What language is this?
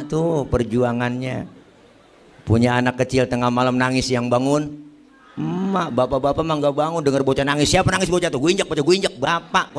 Betawi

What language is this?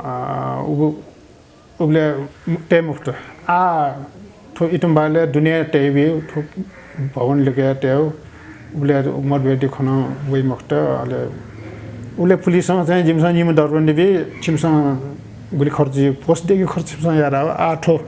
Newari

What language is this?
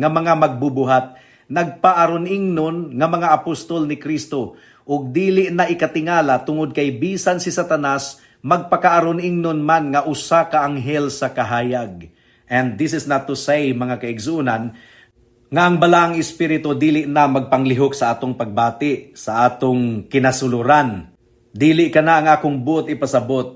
Cebuano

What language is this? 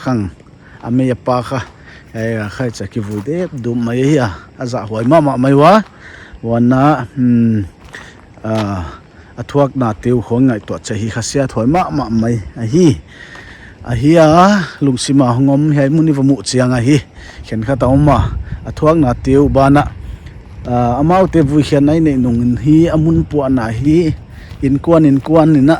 Paite Chin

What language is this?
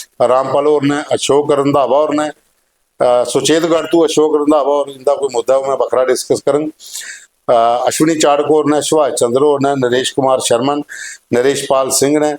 Dogri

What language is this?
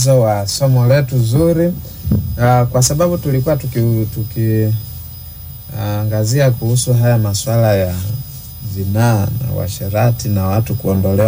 Swahili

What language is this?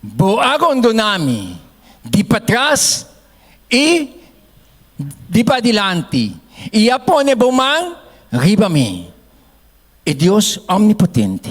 Papiamento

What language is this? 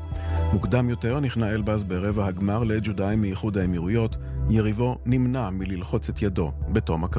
Hebrew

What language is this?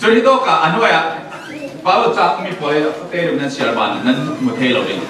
Falam Chin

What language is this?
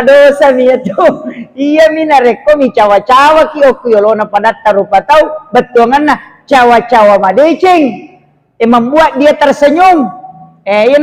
Buginese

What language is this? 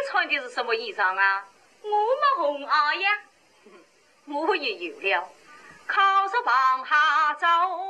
Wu Chinese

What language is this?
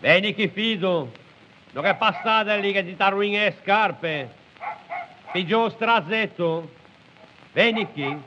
Ligurian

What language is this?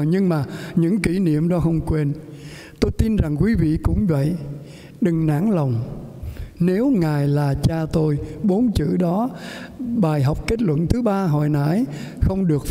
Vietnamese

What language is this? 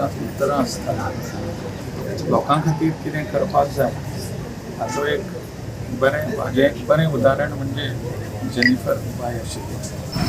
Konkani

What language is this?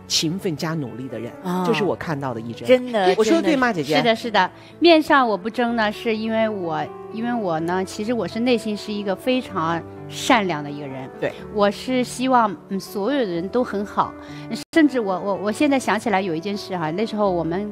Chinese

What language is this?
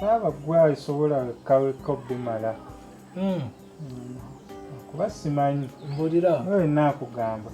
Ganda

